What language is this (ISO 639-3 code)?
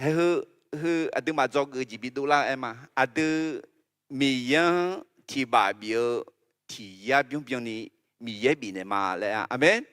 ahk